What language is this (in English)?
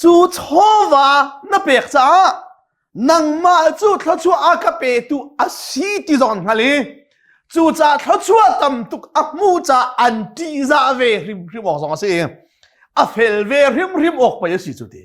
Hakha Chin